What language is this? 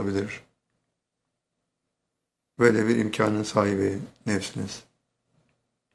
Turkish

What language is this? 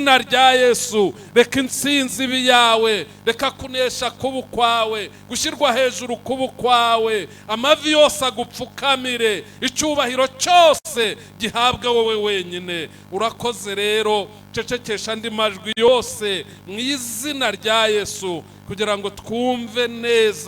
Kinyarwanda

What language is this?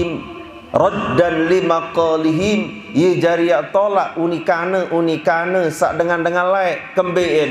Sasak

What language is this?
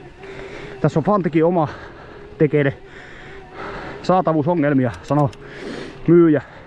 Finnish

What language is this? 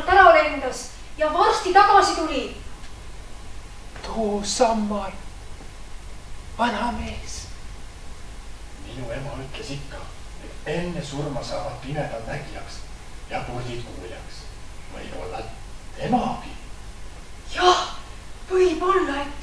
Estonian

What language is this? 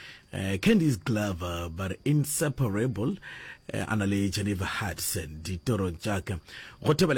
Northern Sotho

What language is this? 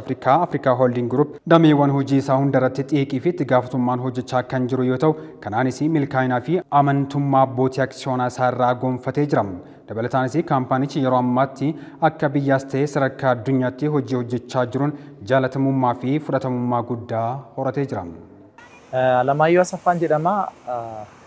Oromo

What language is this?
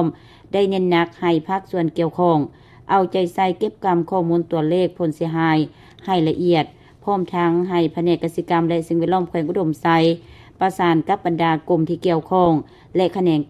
Lao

